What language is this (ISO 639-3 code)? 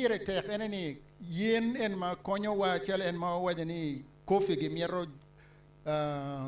ach